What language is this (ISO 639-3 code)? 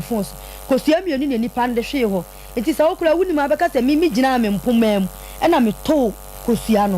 aka